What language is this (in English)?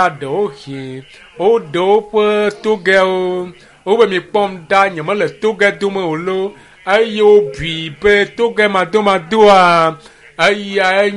Ewe